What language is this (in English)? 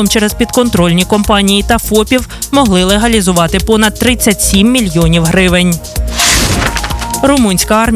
Ukrainian